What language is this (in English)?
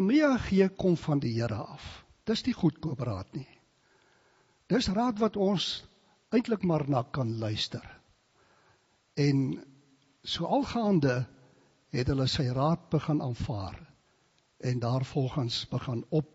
Afrikaans